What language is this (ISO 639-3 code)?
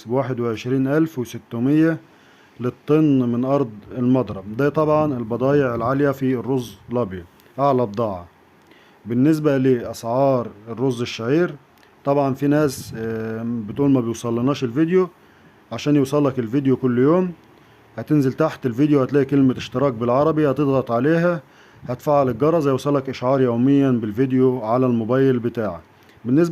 arz